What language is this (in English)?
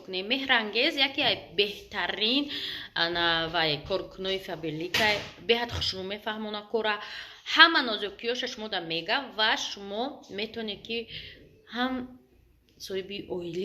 Tajik